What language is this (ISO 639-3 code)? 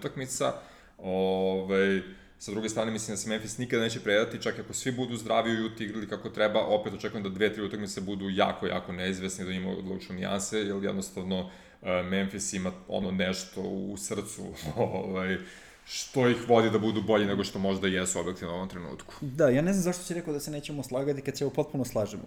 srp